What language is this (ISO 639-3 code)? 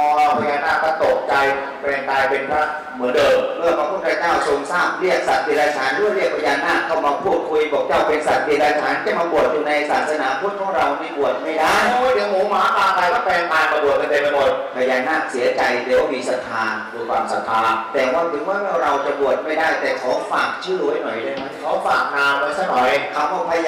tha